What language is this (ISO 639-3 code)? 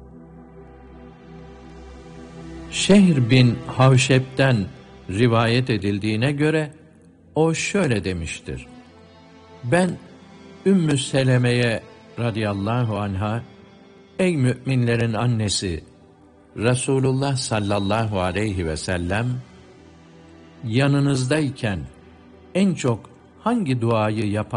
tur